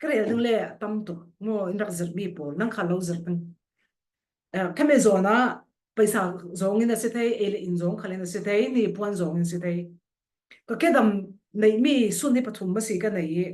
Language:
Falam Chin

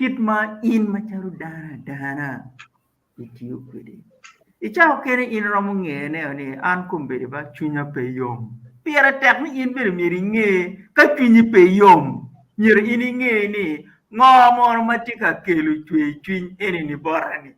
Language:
Acoli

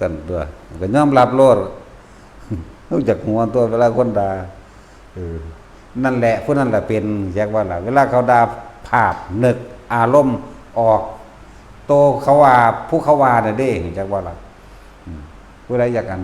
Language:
Lao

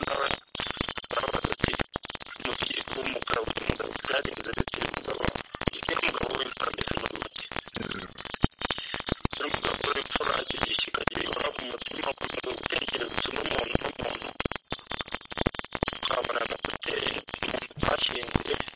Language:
Kinyarwanda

